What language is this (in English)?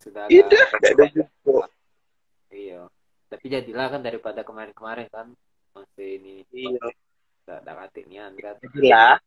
Musi